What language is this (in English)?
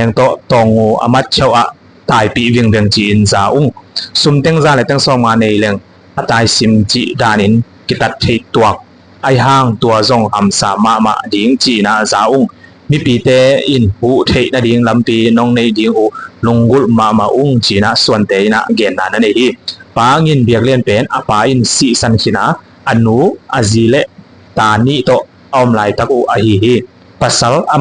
Tedim Chin